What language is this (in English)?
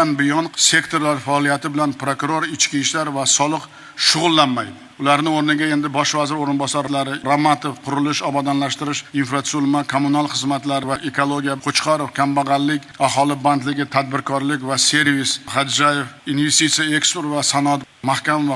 Uzbek